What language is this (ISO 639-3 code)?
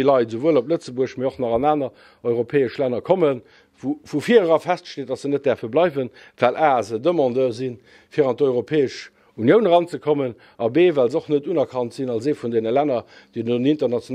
ltz